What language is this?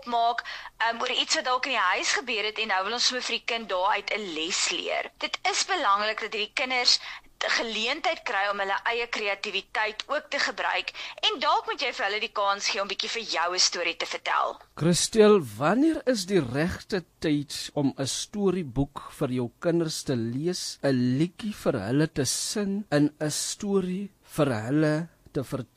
Afrikaans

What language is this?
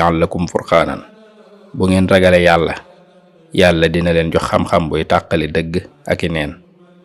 Wolof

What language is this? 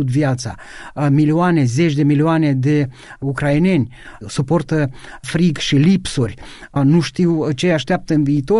Romanian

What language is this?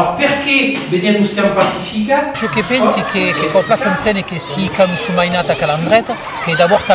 Occitan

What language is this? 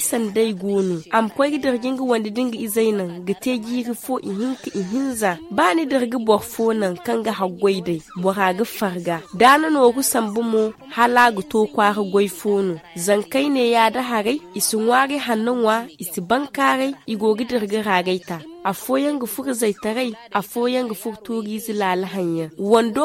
Zarma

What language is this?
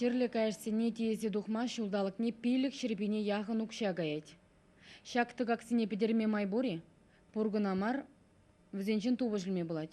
Chuvash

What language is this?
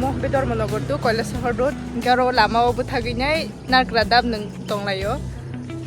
Kok Borok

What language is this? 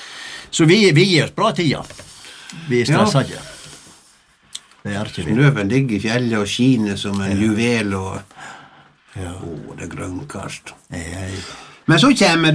Norwegian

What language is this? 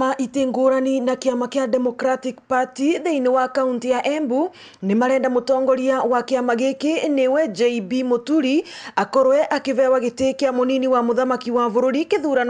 Meru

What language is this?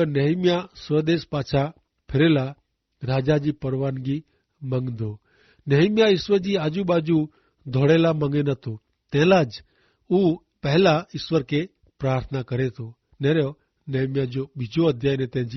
Kachhi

